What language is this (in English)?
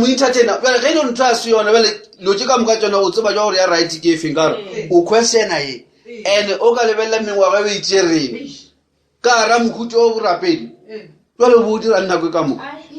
Northern Sotho